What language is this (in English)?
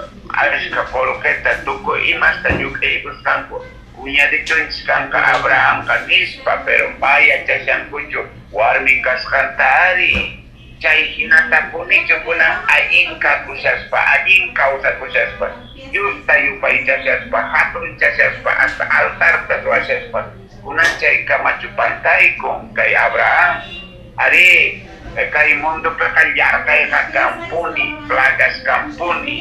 Quechua